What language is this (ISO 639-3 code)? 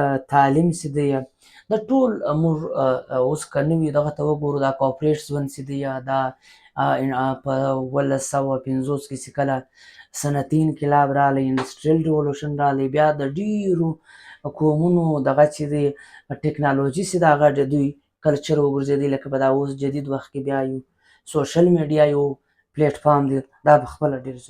pus